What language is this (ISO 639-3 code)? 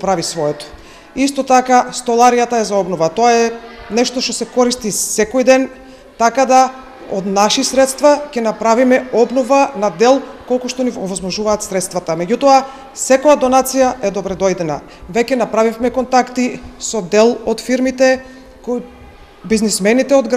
mkd